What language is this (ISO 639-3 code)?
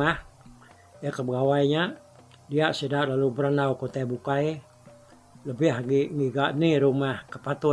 iba